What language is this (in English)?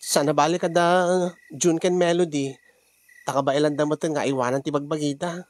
Iloko